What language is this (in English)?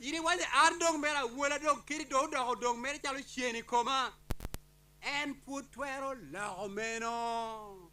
Acoli